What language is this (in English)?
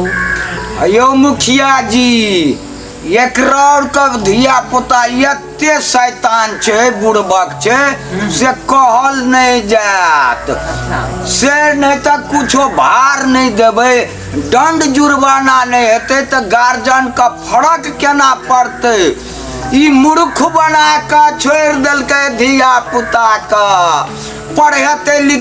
Maithili